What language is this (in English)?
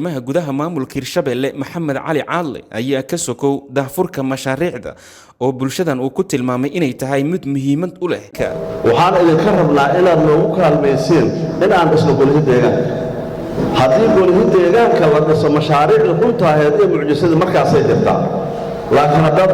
Somali